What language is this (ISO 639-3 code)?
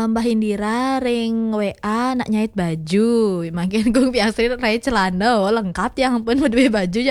ban